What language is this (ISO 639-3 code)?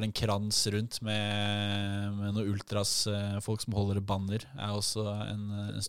nor